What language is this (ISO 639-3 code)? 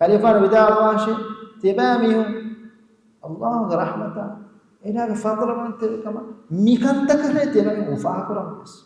div